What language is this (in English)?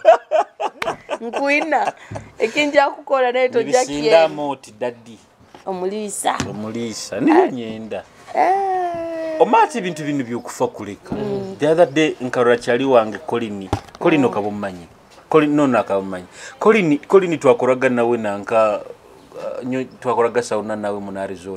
Nyoro